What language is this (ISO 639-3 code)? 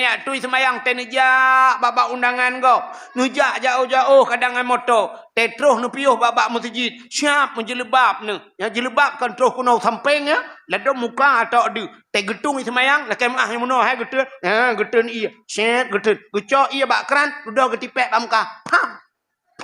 ace